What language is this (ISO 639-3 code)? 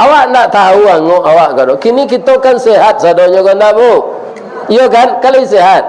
min